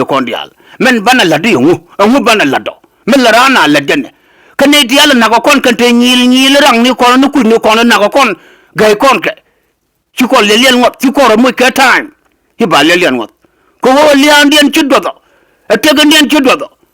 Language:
Nuer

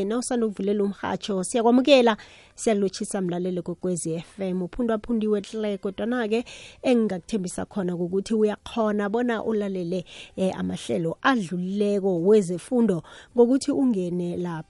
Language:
South Ndebele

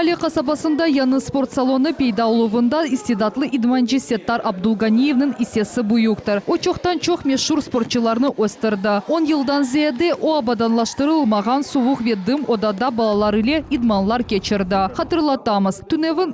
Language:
Crimean Tatar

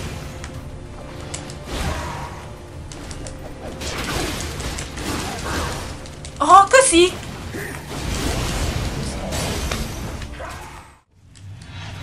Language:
Hungarian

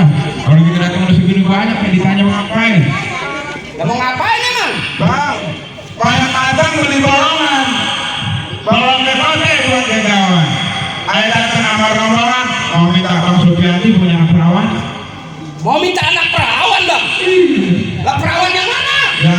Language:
Betawi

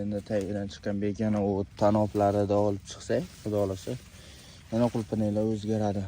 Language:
Uzbek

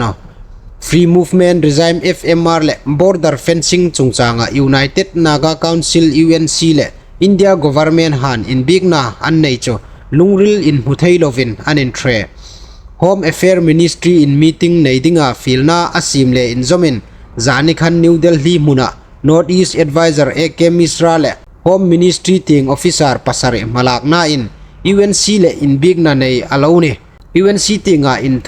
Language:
Hmar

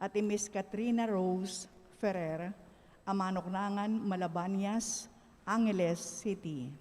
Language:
Pampanga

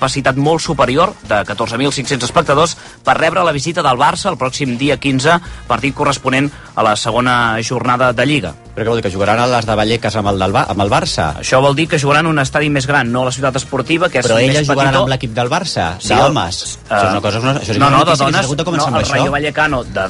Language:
Catalan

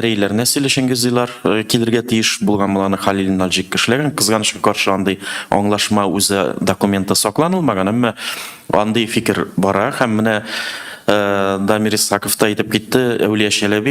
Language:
Tatar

